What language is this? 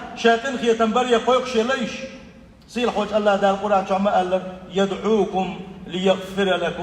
Chechen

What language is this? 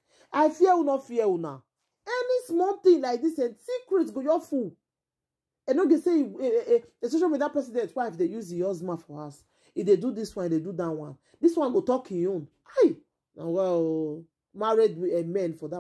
Nigerian Pidgin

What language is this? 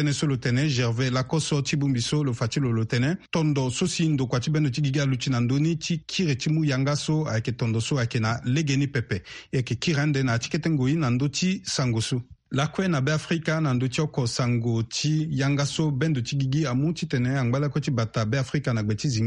Sango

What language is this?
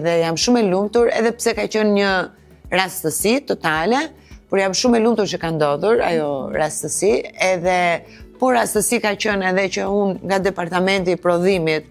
Albanian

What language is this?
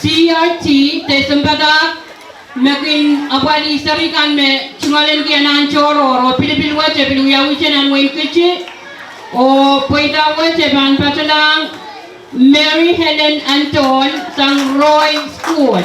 Pohnpeian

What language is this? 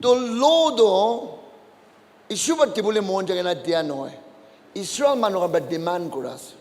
Naga Pidgin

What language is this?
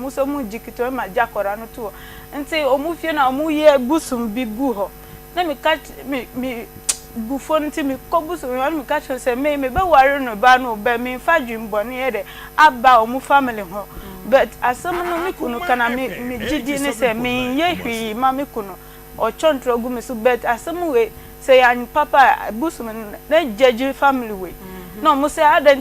Akan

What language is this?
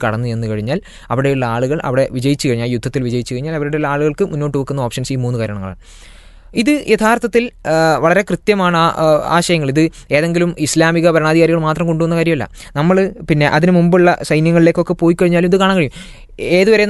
Malayalam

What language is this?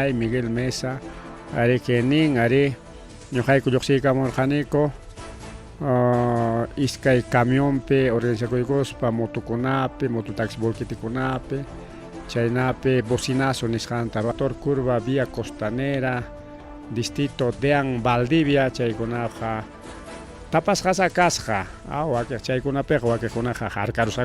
Ayacucho Quechua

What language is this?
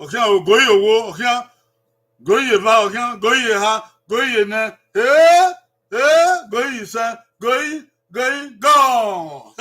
Bini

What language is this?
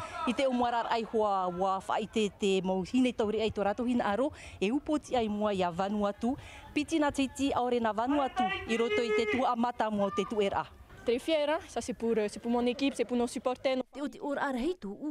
Tahitian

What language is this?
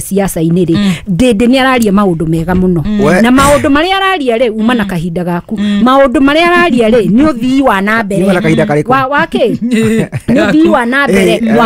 Kikuyu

